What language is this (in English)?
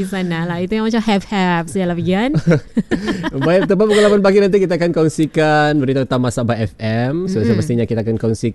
Malay